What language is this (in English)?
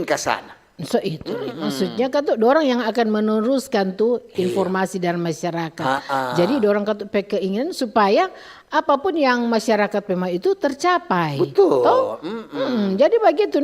Manado Malay